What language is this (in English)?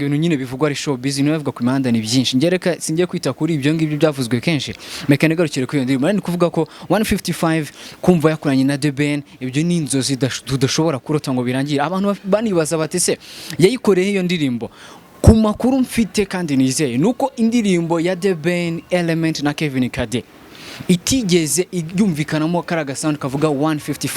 Kinyarwanda